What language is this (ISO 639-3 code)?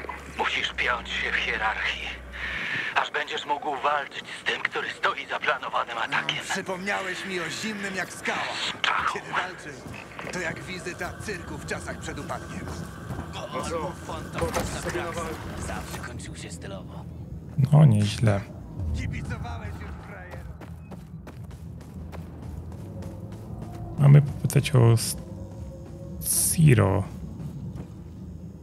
pol